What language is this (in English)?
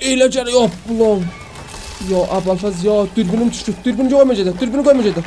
South Azerbaijani